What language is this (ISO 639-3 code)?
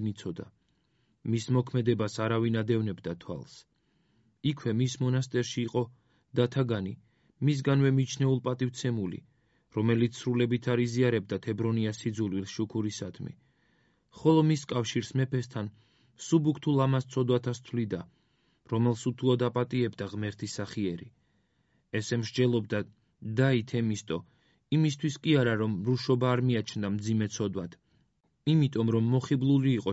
kat